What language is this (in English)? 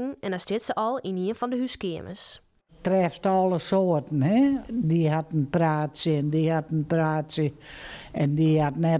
Western Frisian